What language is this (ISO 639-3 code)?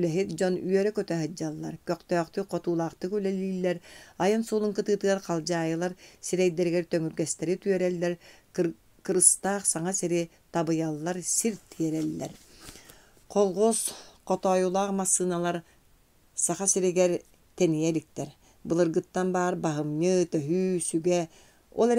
sah